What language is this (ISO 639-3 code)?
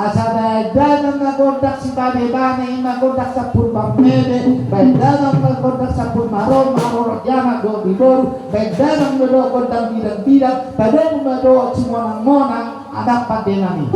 bbc